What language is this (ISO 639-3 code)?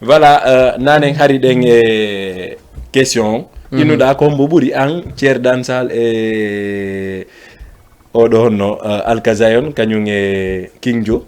ful